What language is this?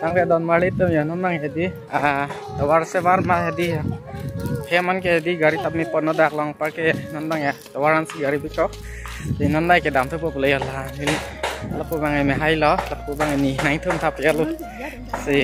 Karbi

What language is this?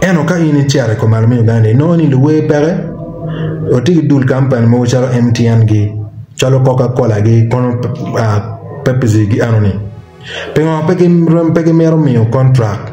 Acoli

